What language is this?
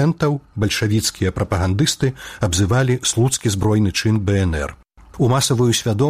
Belarusian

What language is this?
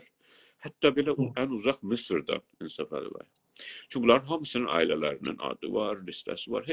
South Azerbaijani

